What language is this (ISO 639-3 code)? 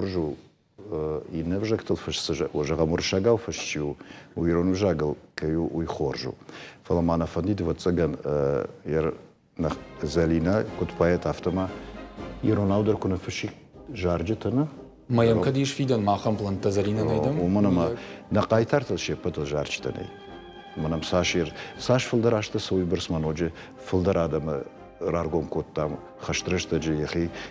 oss